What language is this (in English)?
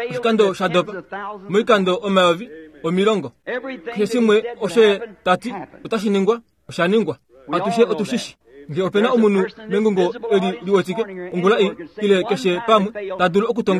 Kuanyama